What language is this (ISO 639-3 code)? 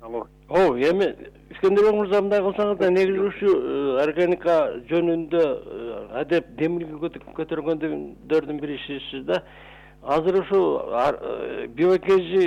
kir